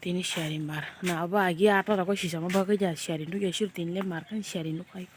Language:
Kok Borok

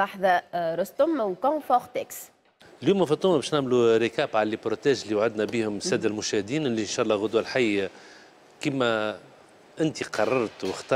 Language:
Tunisian Arabic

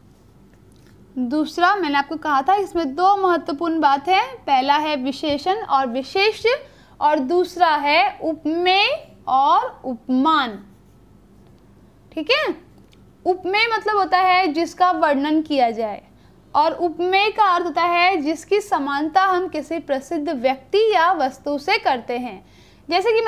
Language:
Hindi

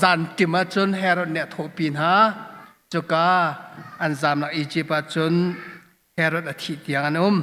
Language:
Hakha Chin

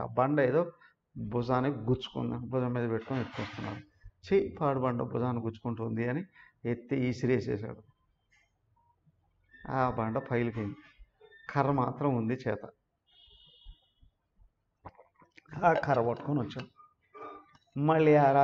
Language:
Telugu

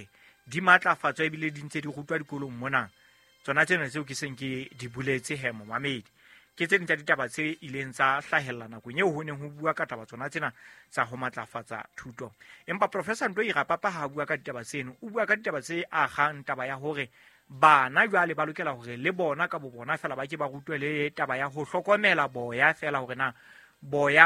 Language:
Southern Sotho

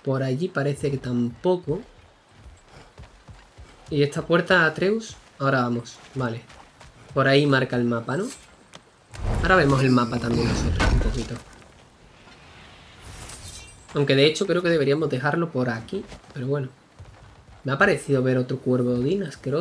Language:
Spanish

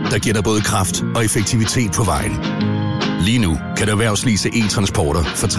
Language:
Danish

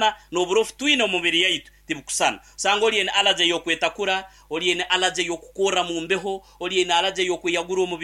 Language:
Nyankole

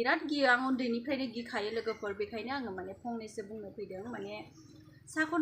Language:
Bodo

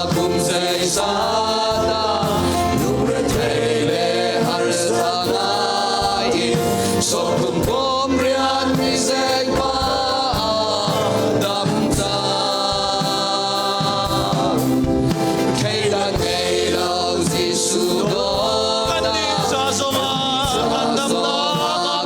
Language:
Hakha Chin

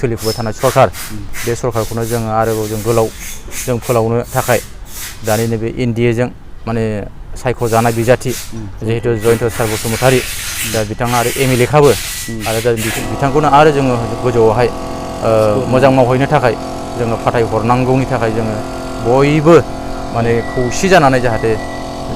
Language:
Bodo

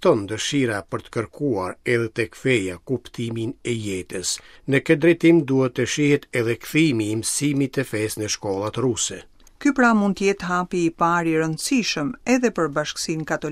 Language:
Albanian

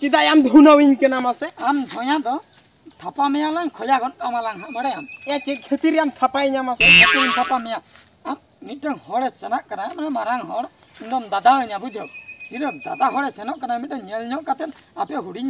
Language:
Santali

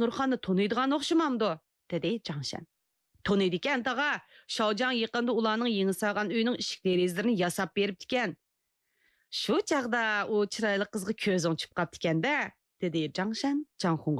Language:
Uyghur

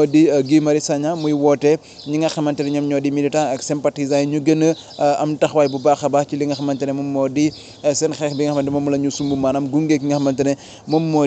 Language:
Wolof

